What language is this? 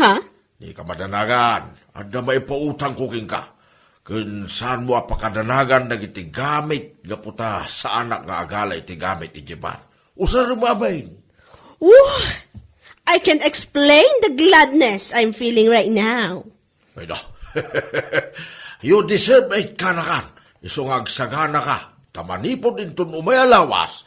Iloko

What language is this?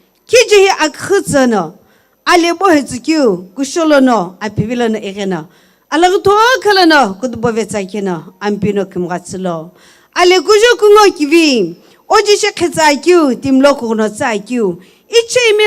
Sumi Naga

